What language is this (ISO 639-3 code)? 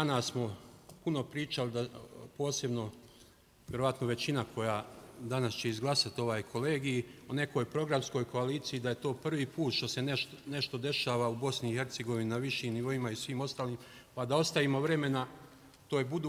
bos